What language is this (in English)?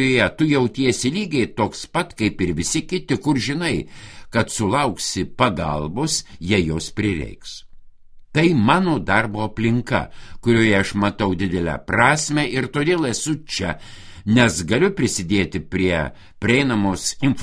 Lithuanian